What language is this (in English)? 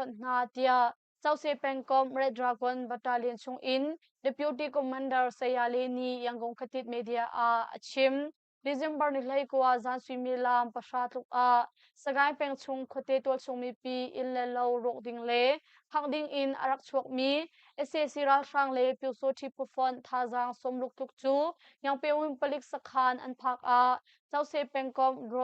Hakha Chin